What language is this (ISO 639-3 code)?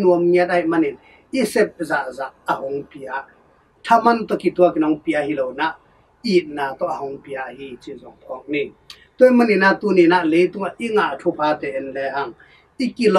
ctd